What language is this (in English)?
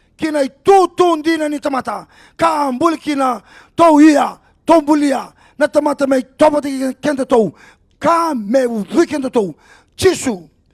Fijian